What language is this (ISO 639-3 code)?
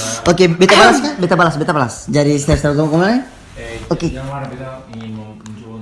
abs